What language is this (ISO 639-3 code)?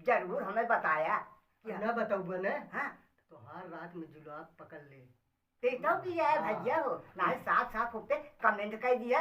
awa